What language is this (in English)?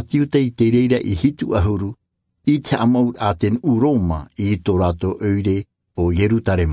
Tahitian